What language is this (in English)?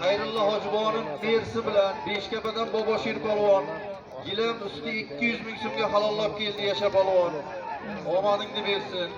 Uzbek